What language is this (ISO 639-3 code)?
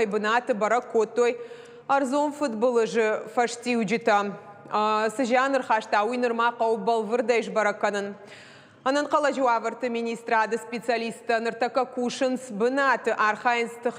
oss